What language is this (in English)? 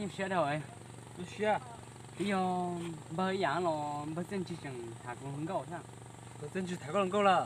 Hmong